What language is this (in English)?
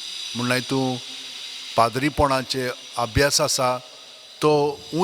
Konkani